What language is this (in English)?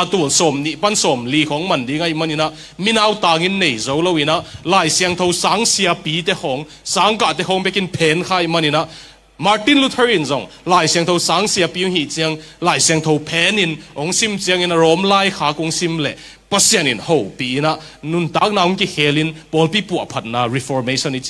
Tedim Chin